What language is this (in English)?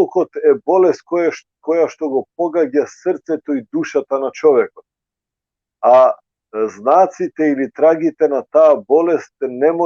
Balkan Romani